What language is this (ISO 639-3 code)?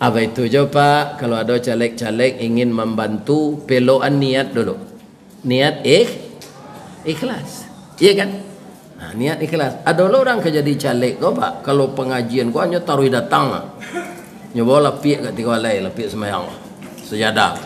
min